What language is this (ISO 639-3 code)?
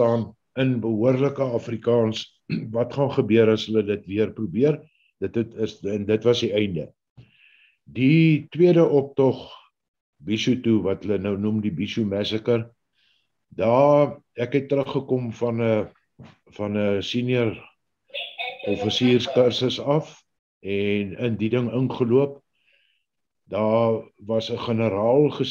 afr